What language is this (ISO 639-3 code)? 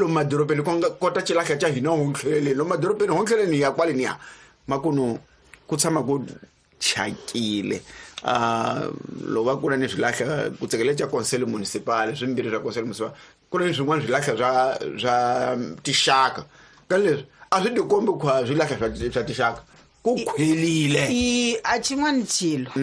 tso